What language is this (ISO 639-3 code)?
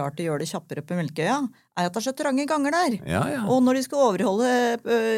nor